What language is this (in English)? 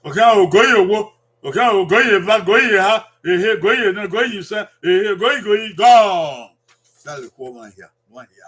Bini